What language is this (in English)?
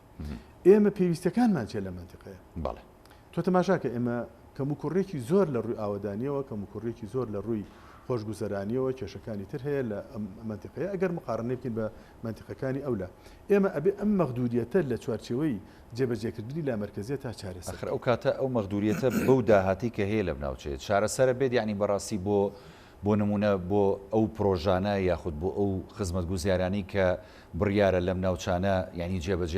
Central Kurdish